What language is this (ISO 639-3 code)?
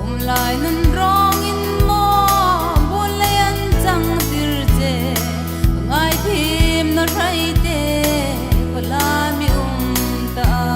hmr